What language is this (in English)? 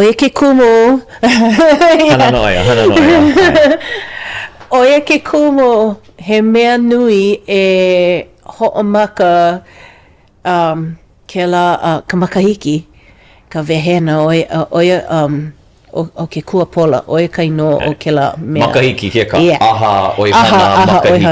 Hawaiian